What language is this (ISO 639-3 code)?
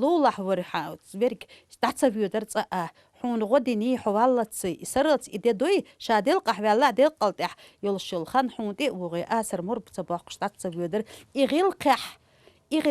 che